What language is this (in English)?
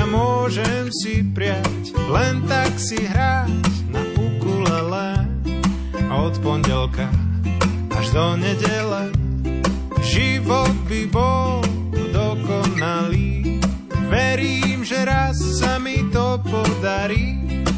Slovak